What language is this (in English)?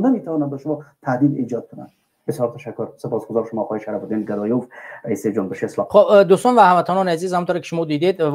Tajik